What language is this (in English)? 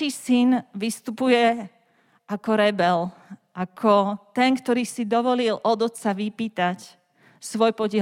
Slovak